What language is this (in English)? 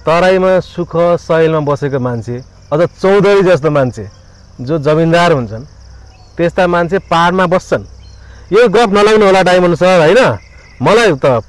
Nepali